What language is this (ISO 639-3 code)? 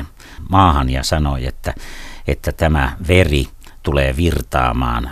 fin